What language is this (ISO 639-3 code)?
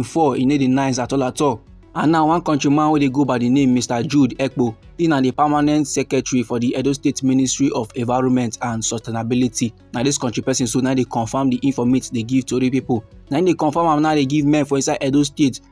pcm